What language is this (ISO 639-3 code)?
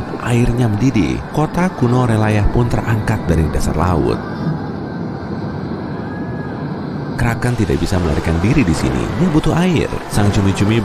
ind